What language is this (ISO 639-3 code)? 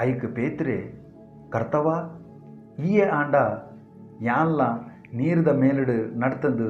tcy